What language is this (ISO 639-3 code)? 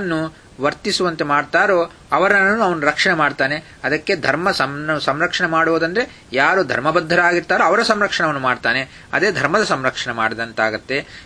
kan